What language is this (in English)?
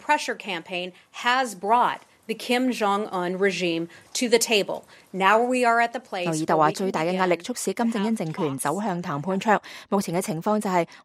Cantonese